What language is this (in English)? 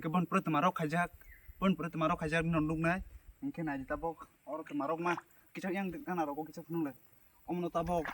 Kok Borok